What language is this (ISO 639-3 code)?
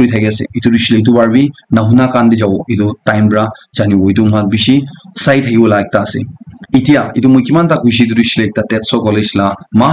nag